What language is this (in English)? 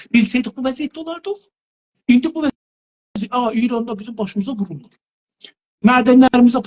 South Azerbaijani